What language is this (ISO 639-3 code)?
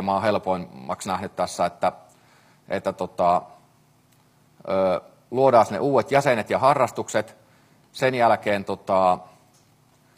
fin